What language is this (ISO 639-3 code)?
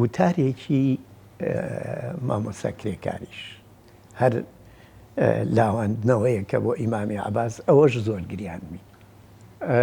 ckb